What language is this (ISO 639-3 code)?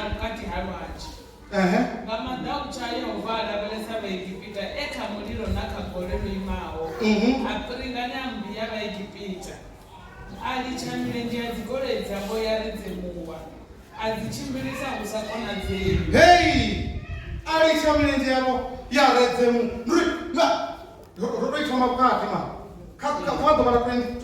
ven